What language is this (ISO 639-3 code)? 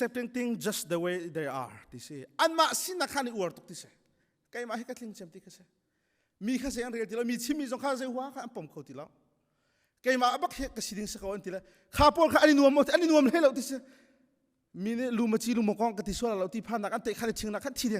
cnh